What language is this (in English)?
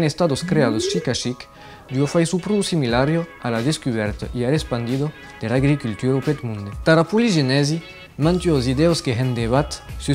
Occitan